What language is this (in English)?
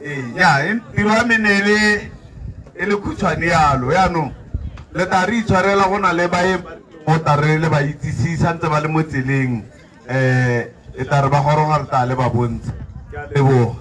Tswana